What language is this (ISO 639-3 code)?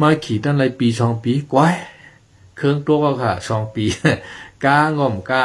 shn